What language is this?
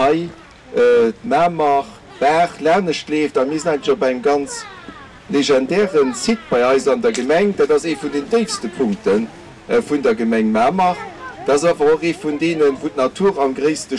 Luxembourgish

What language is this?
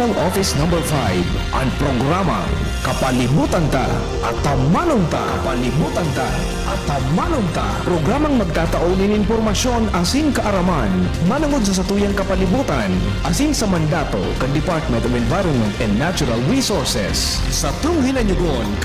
Bikol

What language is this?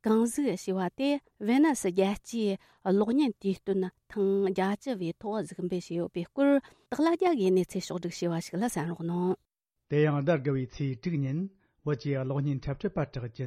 Tibetan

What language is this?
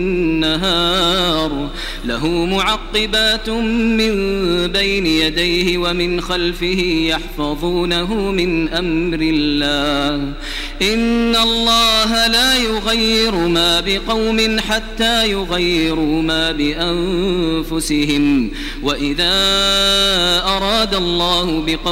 Arabic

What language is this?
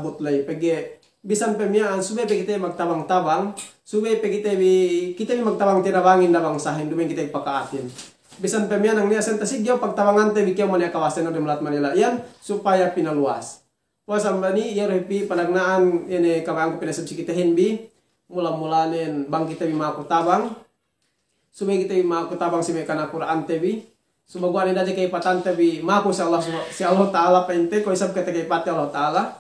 Yakan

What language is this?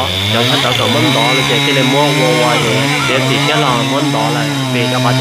Hmong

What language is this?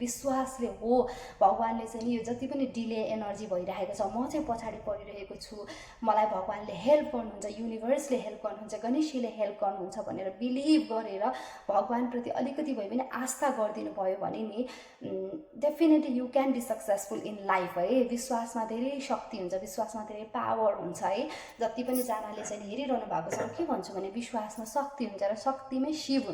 Nepali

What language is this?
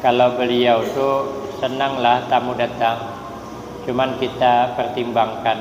Banjar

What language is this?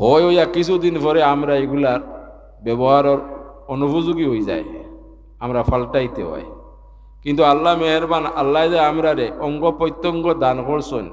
Sylheti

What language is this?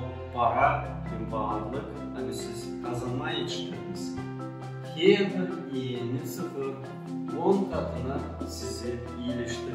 Gagauz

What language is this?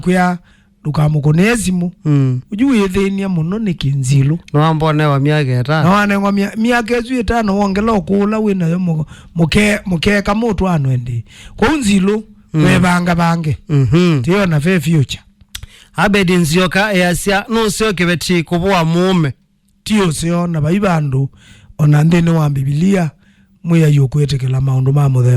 Kamba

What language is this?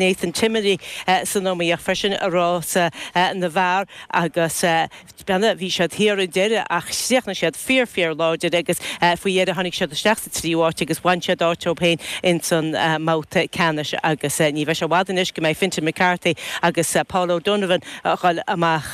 Irish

